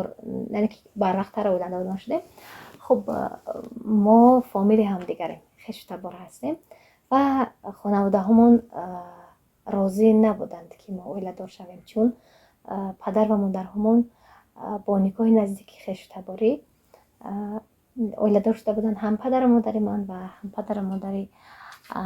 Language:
Tajik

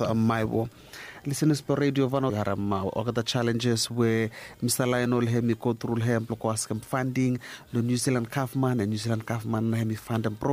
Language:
Bislama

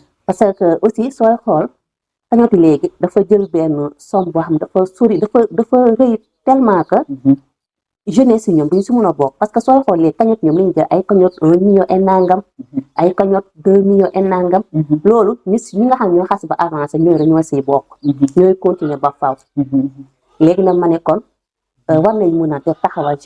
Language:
Wolof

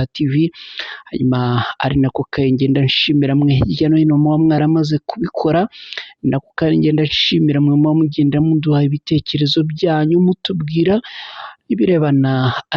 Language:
Kinyarwanda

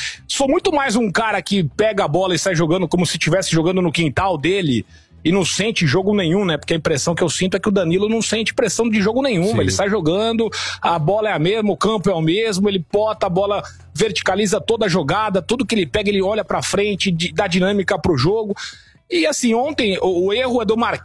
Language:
Portuguese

